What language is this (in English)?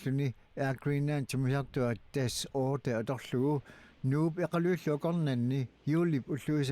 Kalaallisut